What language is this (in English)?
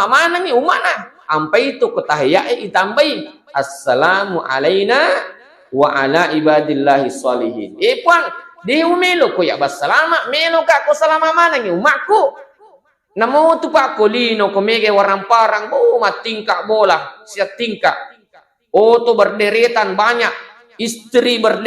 Buginese